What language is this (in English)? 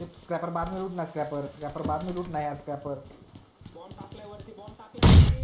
Santali